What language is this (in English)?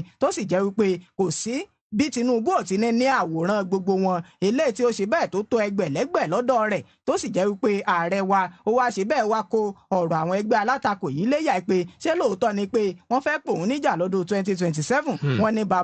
Yoruba